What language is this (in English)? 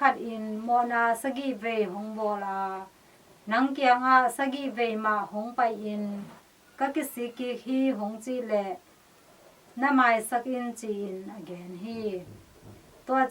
Tedim Chin